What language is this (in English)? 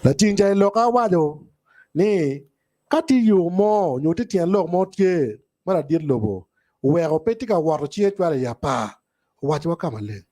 Acoli